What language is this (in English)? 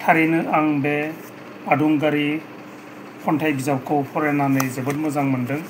Bodo